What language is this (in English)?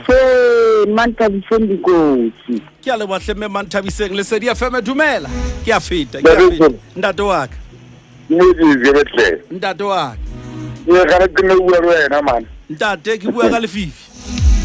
Southern Sotho